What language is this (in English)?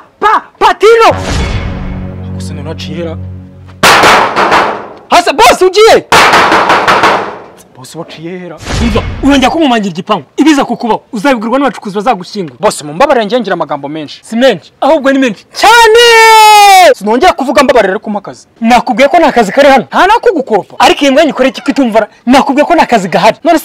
Kinyarwanda